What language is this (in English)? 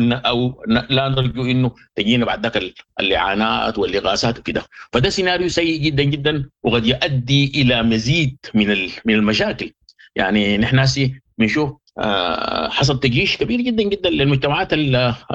Sudanese Arabic